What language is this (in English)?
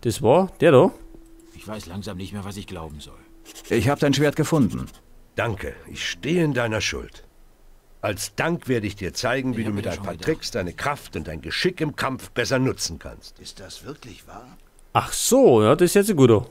Bavarian